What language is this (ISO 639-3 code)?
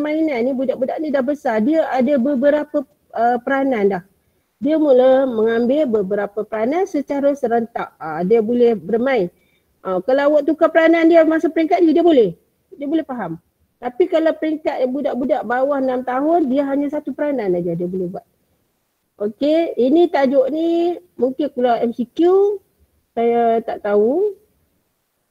msa